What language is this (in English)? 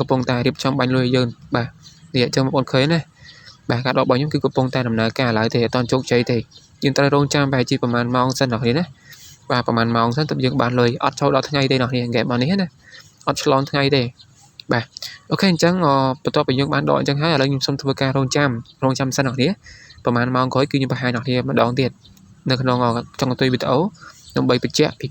Khmer